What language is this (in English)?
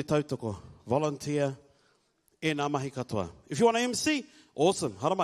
Māori